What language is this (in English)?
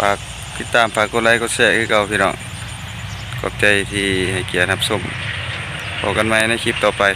Lao